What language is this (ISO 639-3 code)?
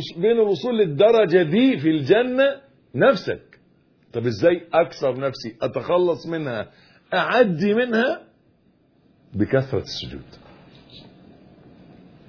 arz